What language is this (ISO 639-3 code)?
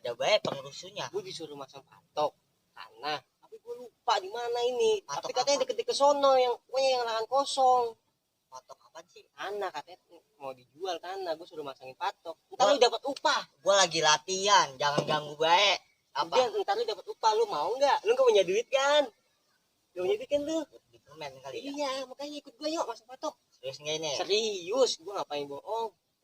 bew